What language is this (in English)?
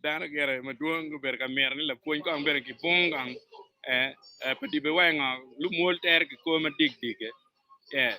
Acoli